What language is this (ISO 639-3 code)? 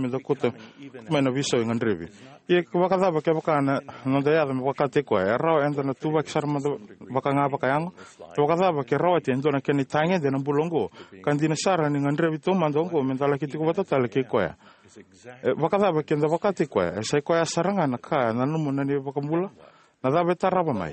fij